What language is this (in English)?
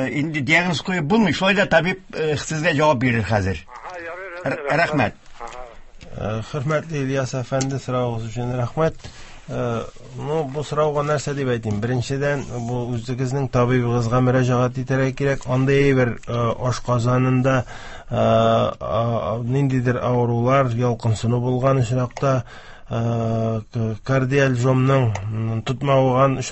Tatar